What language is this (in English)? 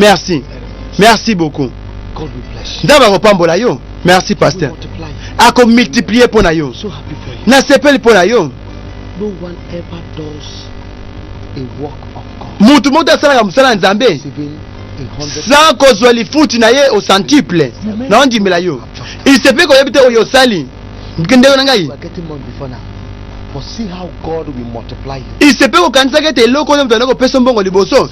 Lingala